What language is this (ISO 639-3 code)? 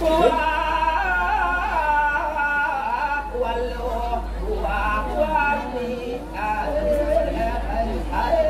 ban